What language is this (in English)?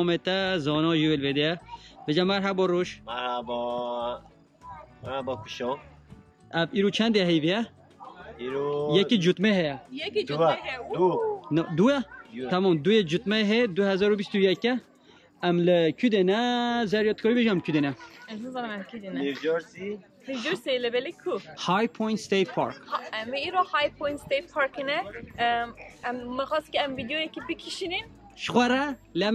Kurdish